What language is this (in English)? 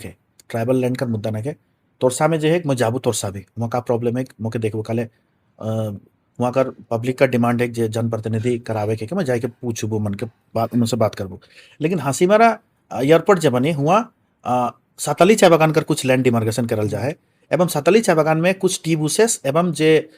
Sadri